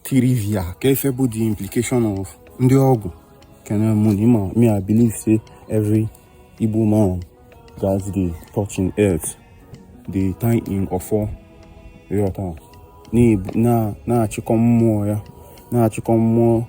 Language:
Igbo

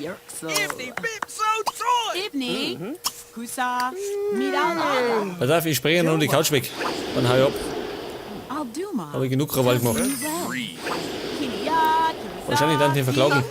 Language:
Bavarian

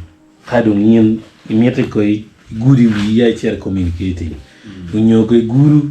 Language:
Acoli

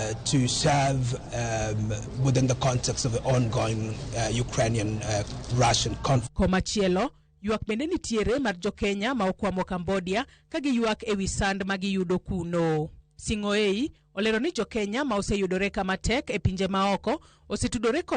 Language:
Luo (Kenya and Tanzania)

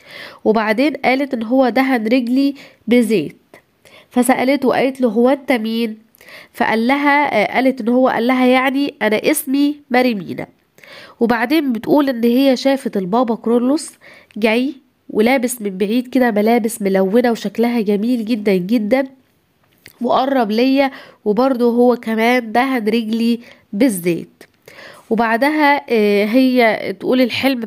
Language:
Egyptian Arabic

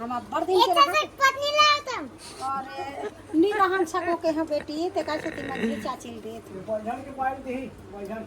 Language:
Chhattisgarhi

